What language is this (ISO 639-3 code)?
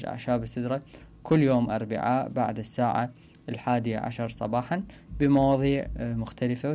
acm